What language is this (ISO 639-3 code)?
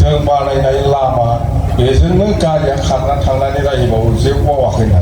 brx